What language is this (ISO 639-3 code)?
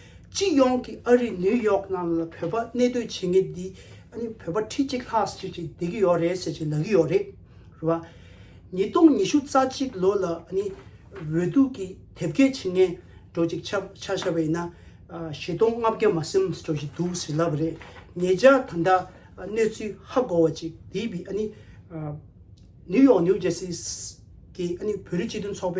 bod